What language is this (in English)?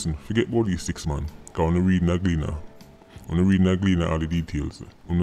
Jamaican Creole English